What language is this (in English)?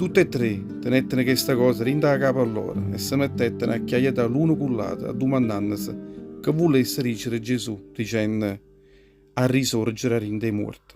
Neapolitan